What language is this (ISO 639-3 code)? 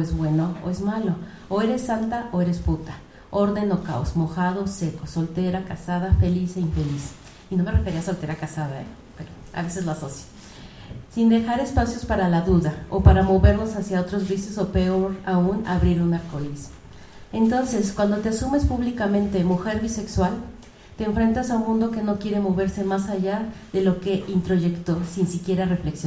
spa